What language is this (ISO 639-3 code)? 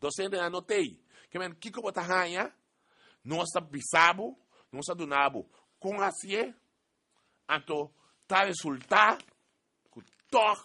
pap